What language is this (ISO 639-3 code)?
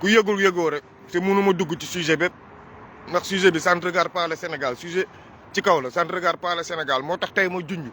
wol